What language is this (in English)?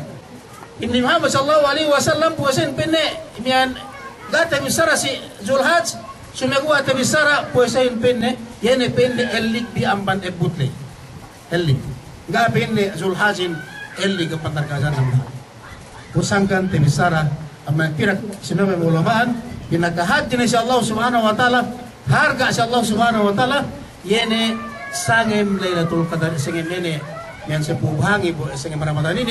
Yakan